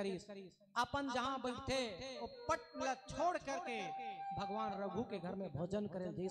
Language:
Chhattisgarhi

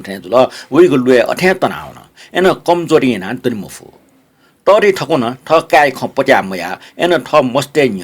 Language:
Newari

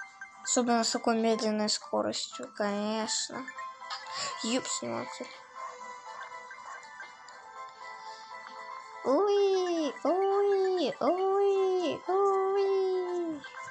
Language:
Russian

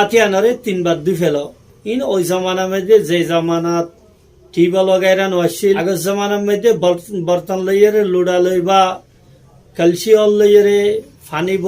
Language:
Rohingya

